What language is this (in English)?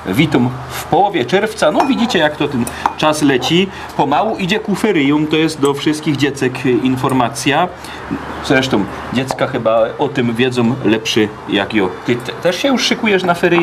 Silesian